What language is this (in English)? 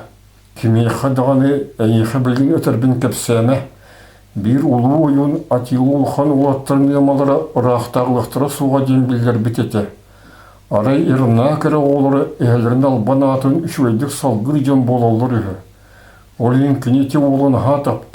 Yakut